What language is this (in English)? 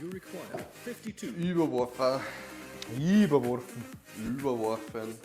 Bavarian